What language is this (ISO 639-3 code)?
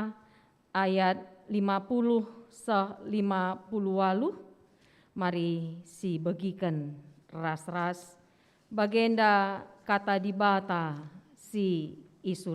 btx